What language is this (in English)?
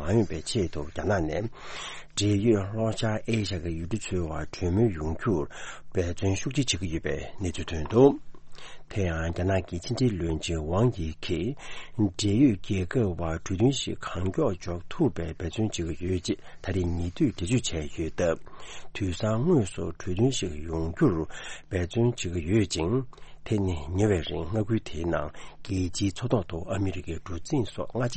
Tibetan